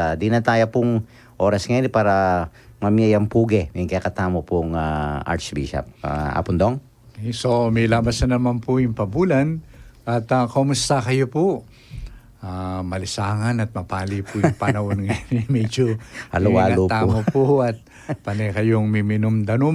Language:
Pampanga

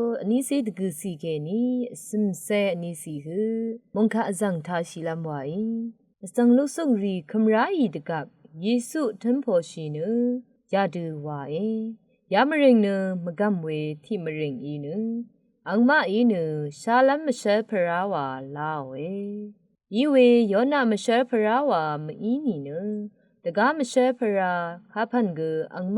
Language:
Rawang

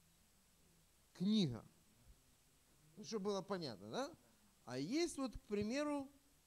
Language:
Russian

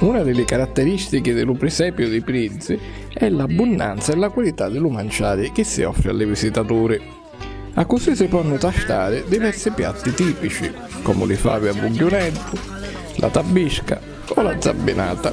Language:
Sicilian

